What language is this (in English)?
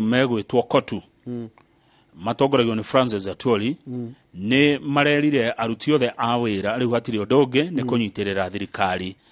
Kikuyu